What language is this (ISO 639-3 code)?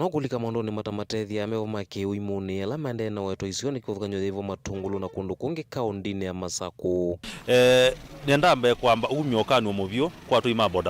kam